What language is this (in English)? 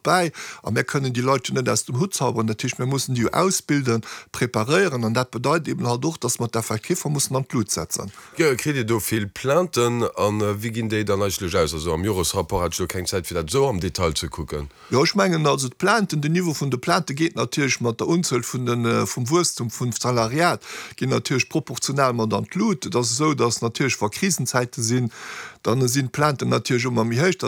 Luxembourgish